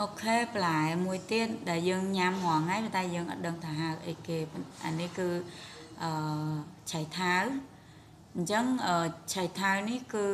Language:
Khmer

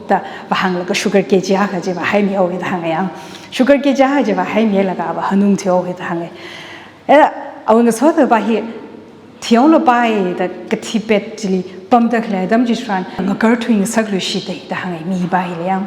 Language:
Tangkhul Naga (India)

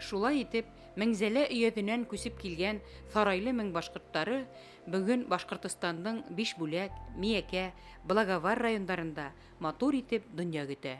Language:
Bashkir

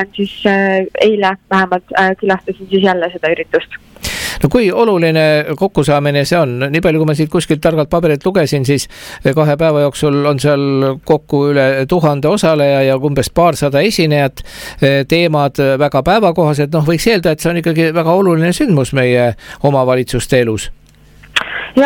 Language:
Estonian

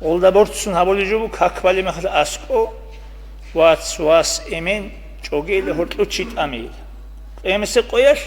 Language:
Avaric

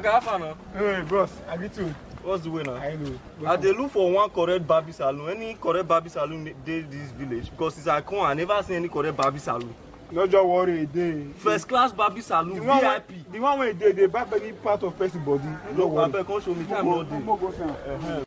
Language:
Nigerian Pidgin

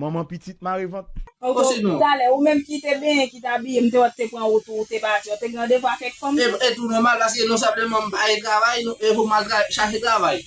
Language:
Haitian Creole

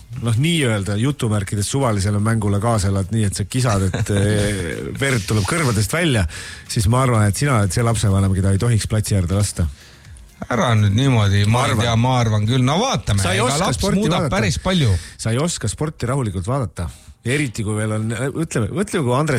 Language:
Estonian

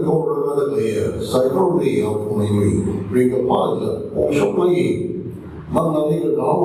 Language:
Tangkhul Naga (India)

